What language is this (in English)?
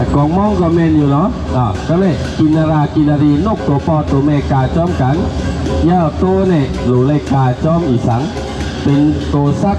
Shan